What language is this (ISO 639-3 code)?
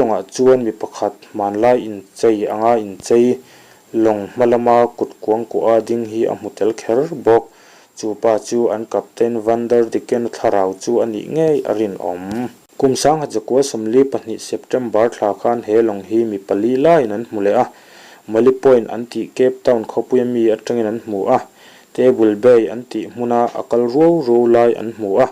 lus